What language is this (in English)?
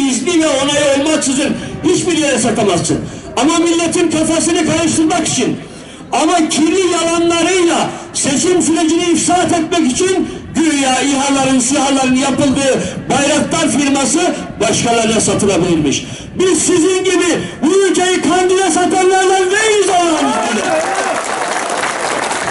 Turkish